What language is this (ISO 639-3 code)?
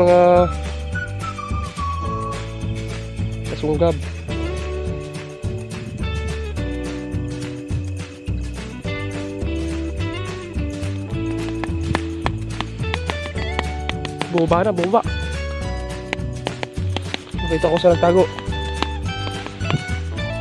fil